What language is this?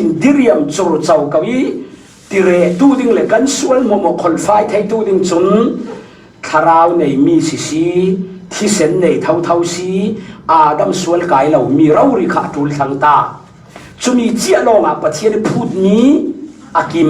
Falam Chin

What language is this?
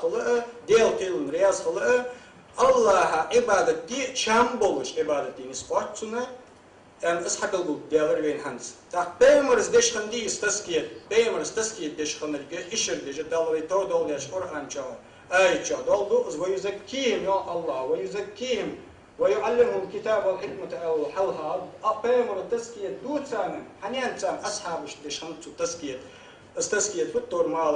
Ingush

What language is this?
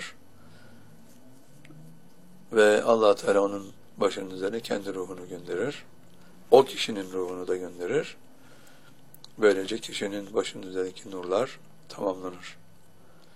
Turkish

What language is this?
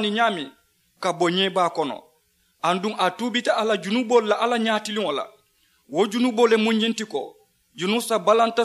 Mandingo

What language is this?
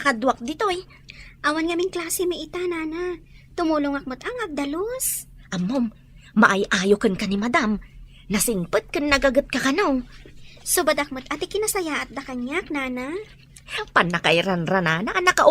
Iloko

